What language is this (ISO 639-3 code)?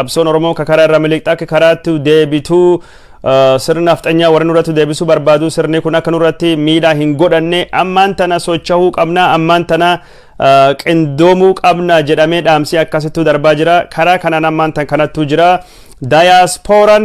orm